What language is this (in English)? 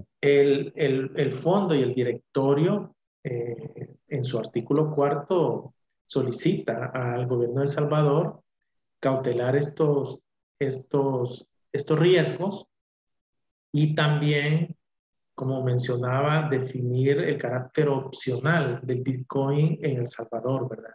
Spanish